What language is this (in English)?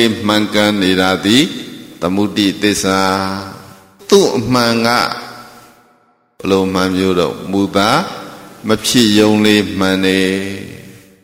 Burmese